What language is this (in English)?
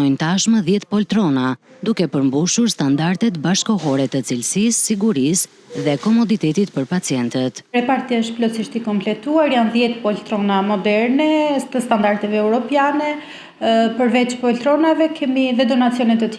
Albanian